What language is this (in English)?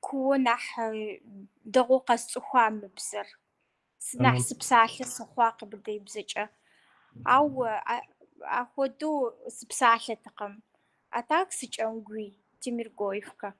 Kabardian